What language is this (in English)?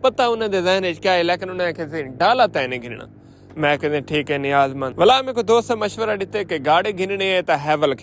Saraiki